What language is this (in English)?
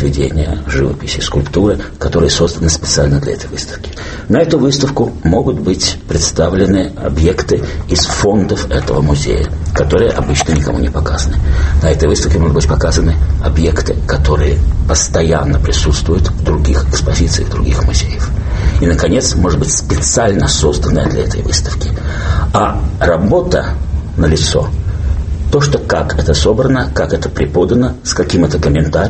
Russian